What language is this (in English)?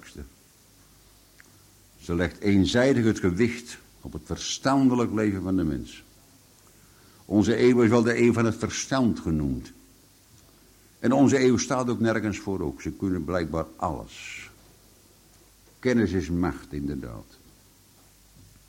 Dutch